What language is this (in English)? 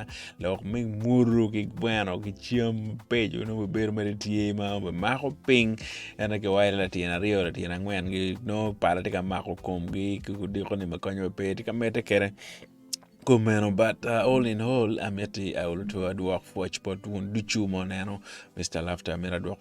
Acoli